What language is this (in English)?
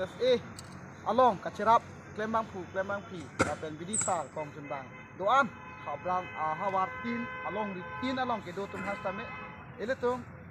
Karbi